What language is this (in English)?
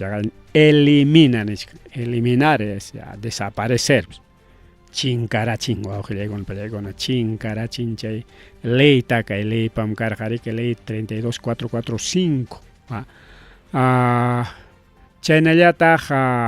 Ayacucho Quechua